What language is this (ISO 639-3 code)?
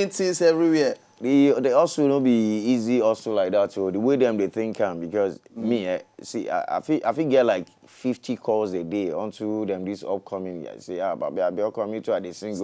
pcm